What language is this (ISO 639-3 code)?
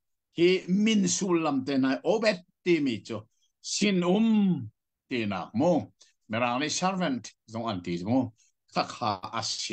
cnh